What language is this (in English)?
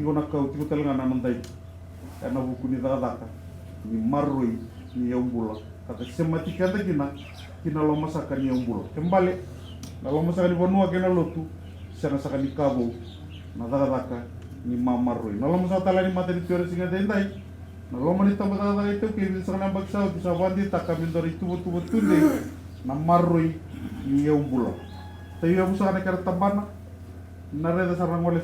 Fijian